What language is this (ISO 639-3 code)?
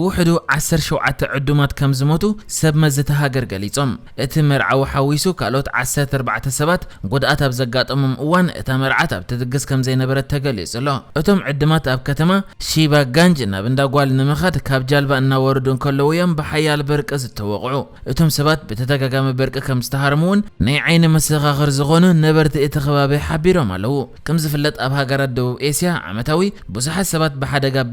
tir